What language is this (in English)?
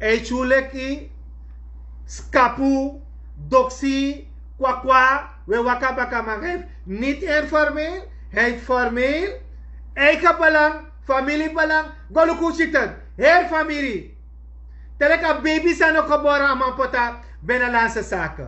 Sranan Tongo